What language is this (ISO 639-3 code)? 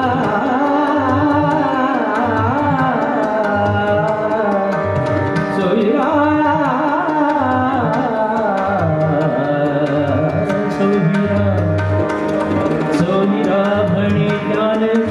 mar